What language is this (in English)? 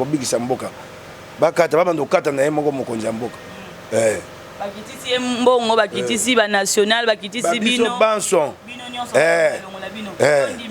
Lingala